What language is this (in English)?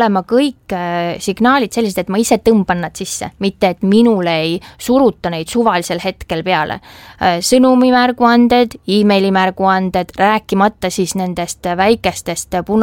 Estonian